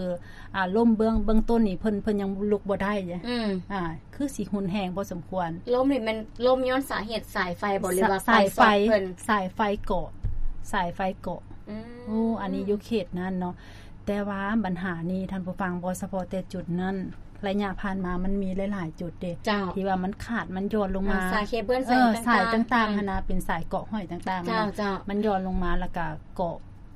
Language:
Lao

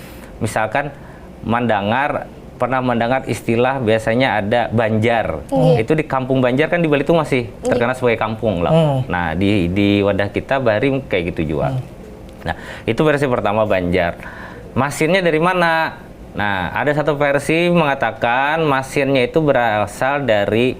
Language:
Banjar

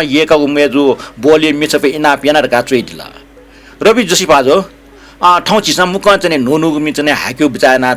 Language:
Newari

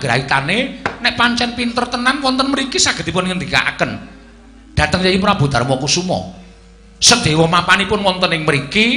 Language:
Javanese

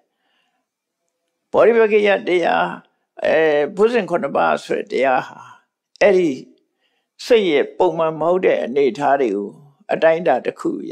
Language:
Burmese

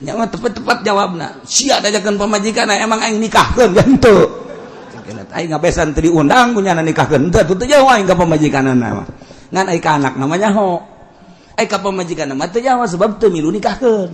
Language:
Sundanese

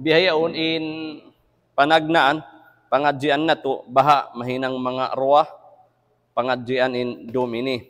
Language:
Tausug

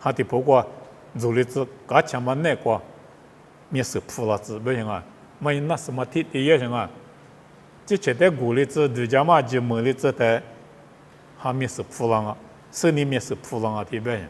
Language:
Lisu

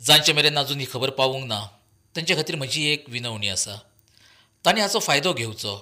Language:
Konkani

